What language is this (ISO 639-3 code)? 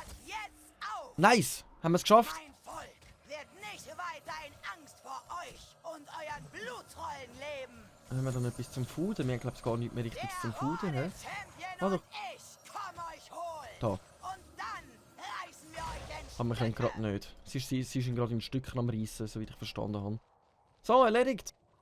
gsw